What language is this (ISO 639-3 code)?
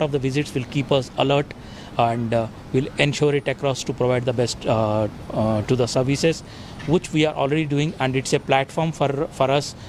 eng